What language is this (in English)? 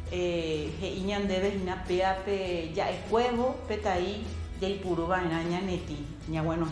Guarani